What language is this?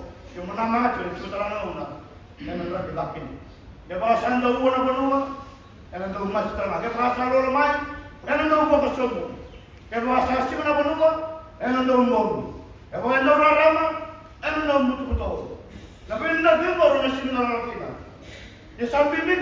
Fijian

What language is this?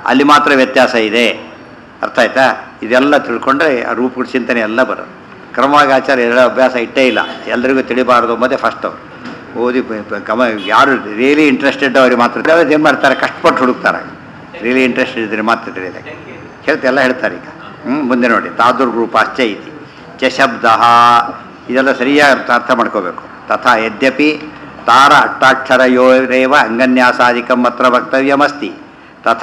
Kannada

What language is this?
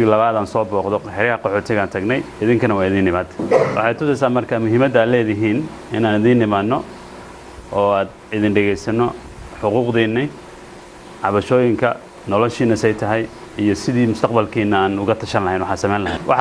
Somali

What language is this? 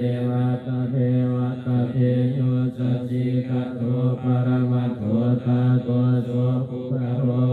Pali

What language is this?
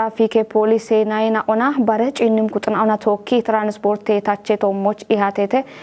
Kafa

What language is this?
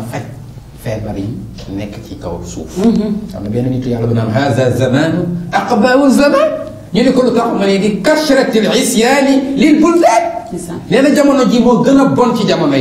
Wolof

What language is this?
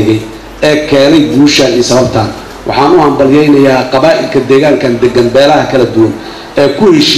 Somali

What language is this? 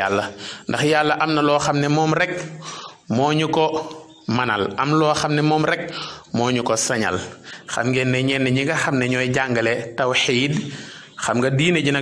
Wolof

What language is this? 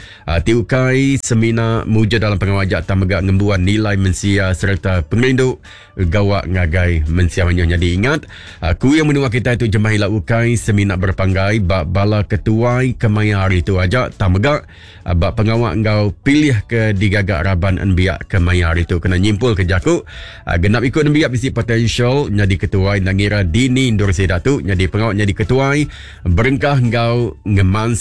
Iban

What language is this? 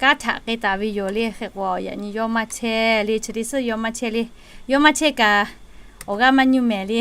Lahu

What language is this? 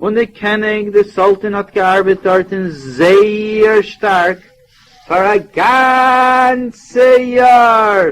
Yiddish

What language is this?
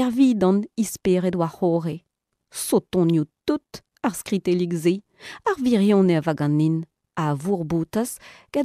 Breton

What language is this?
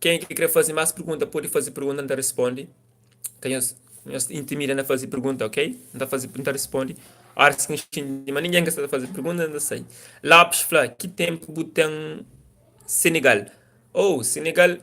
Kabuverdianu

